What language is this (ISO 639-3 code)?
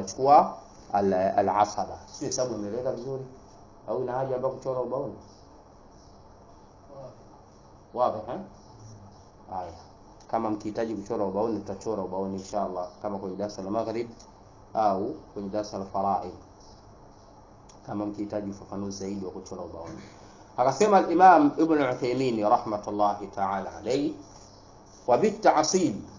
swa